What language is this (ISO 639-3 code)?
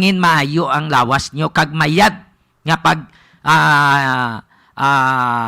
hil